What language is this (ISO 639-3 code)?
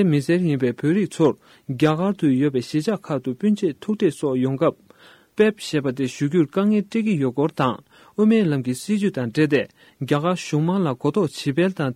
bod